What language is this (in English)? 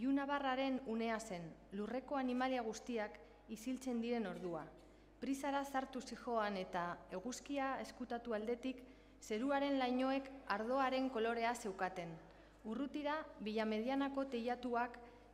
Basque